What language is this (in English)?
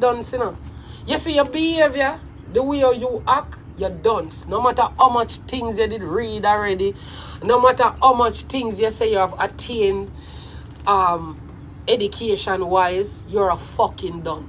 Jamaican Creole English